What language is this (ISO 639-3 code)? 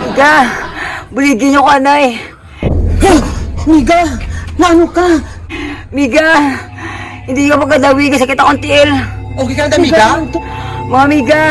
hil